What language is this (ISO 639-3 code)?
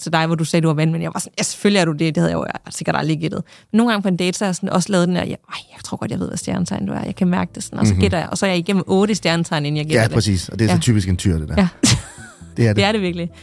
dan